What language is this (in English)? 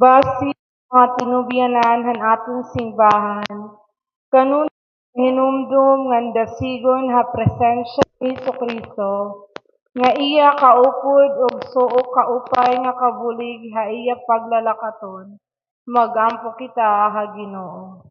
Waray